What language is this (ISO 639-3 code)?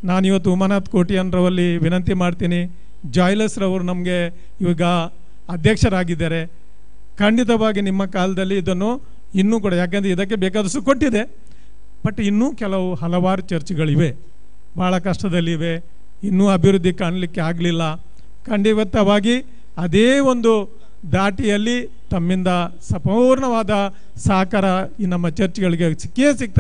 kan